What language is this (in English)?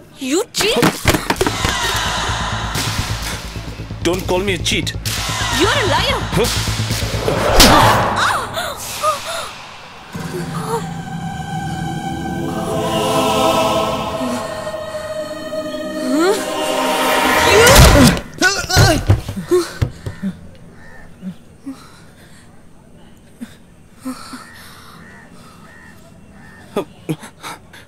Tamil